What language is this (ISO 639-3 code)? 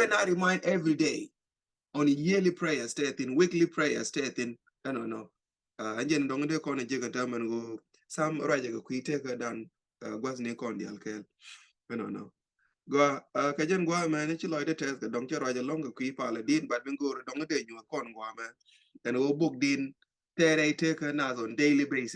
nus